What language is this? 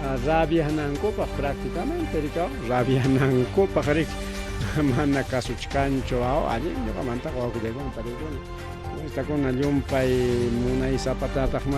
Ayacucho Quechua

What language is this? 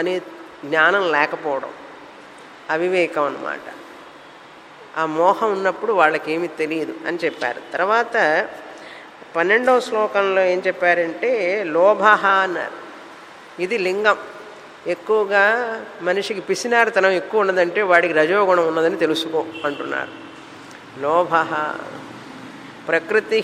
Telugu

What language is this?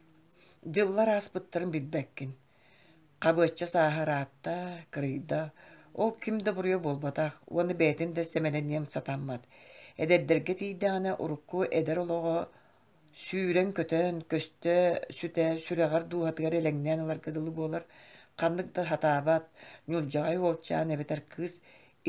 Yakut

